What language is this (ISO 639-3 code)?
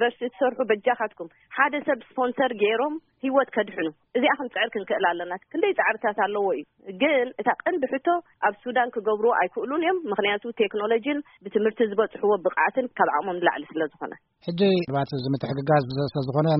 tir